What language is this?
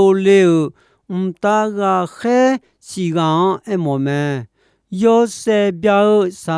Akha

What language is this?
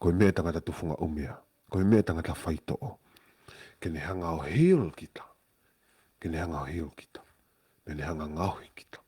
Tongan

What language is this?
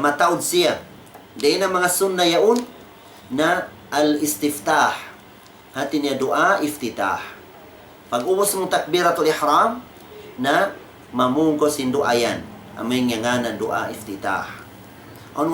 Tausug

